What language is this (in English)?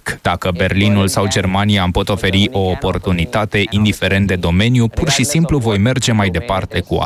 Romanian